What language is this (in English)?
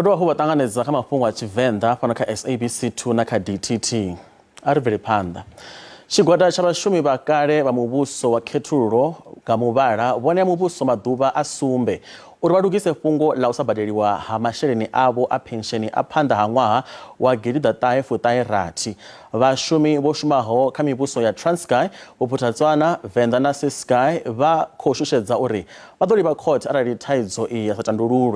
Venda